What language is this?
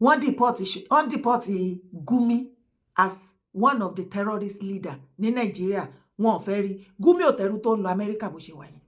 Yoruba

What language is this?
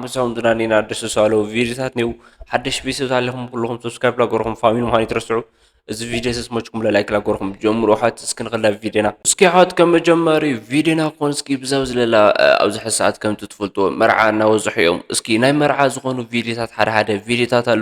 Tigrinya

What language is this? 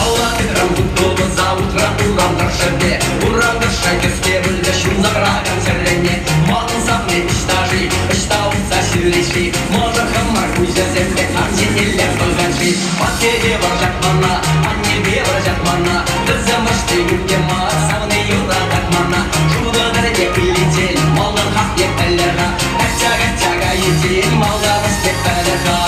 Chuvash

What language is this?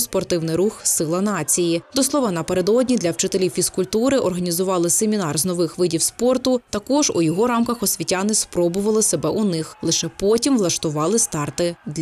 Ukrainian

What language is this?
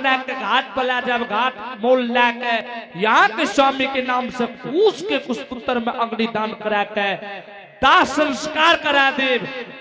Angika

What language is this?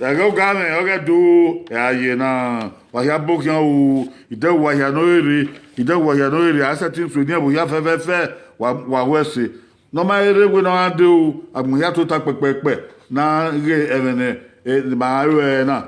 Bini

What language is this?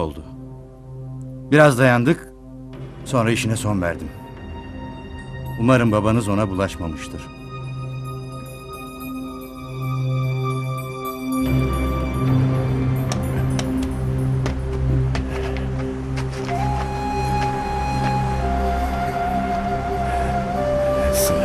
Turkish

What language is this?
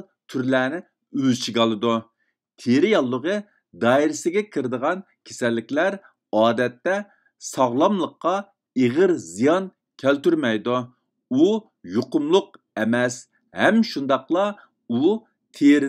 Uyghur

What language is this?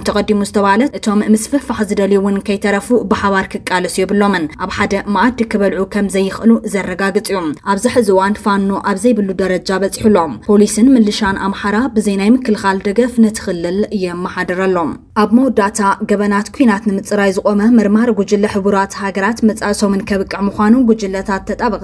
Tigrinya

